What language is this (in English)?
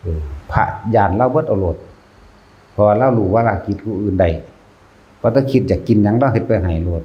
Northeastern Thai